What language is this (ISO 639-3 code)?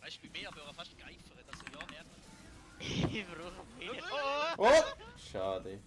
gsw